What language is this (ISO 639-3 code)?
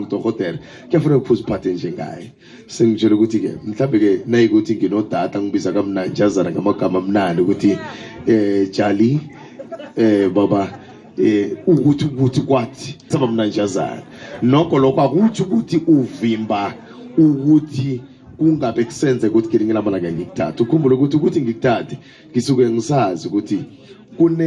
nbl